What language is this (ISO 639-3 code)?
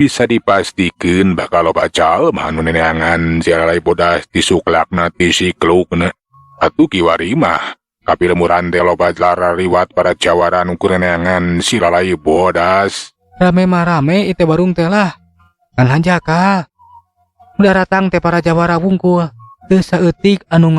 sun